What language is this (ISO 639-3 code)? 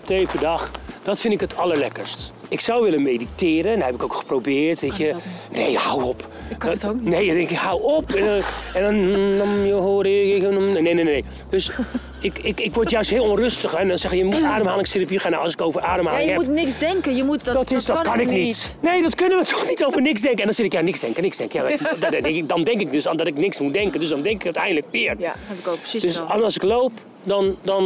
nld